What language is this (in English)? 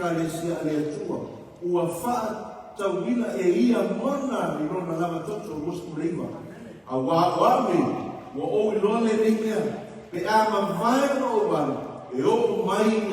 Samoan